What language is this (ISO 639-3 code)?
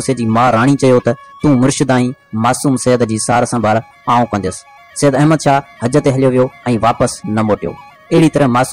snd